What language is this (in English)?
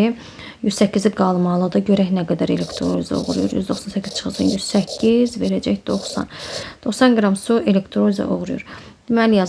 Azerbaijani